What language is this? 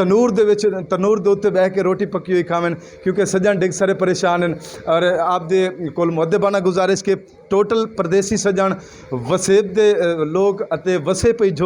Saraiki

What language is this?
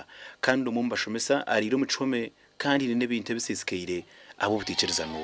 Nyankole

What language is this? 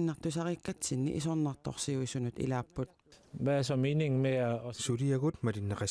Kalaallisut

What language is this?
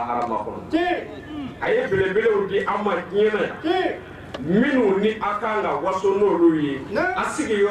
Bambara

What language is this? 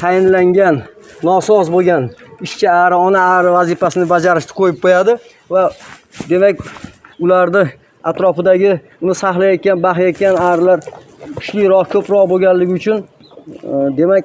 Uzbek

